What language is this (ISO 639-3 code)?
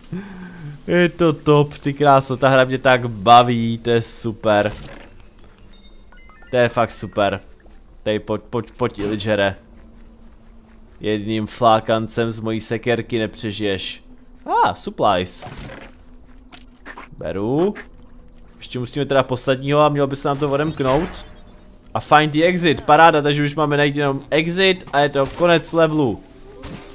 ces